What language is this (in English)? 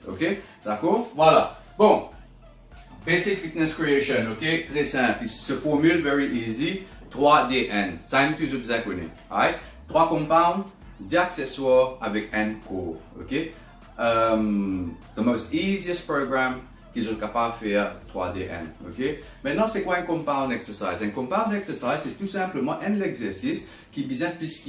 Morisyen